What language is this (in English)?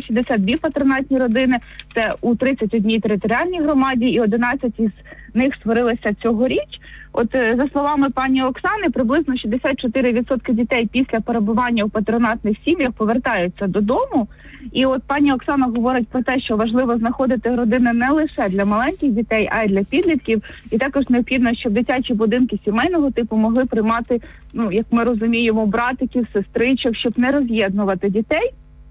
Ukrainian